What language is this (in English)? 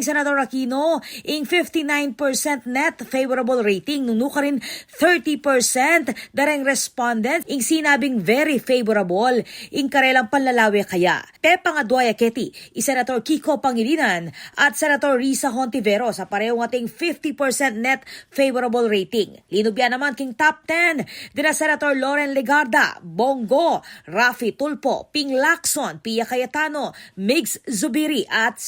Pampanga